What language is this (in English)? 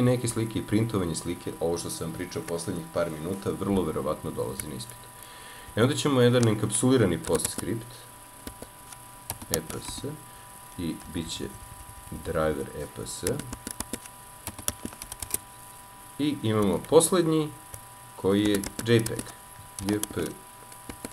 Serbian